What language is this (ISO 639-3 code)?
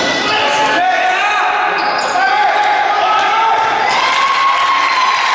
cat